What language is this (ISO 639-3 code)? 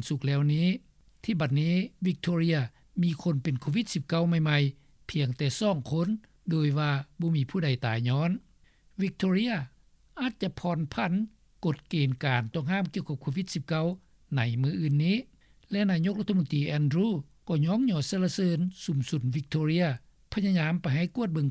lao